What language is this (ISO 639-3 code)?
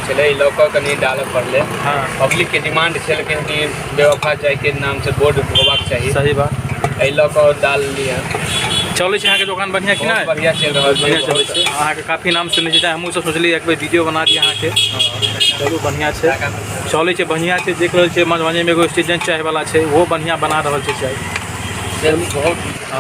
mai